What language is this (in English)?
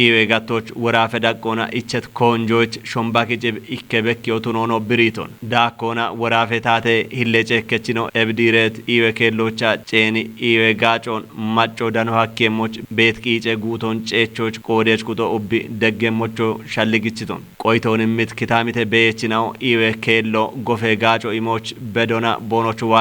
Kafa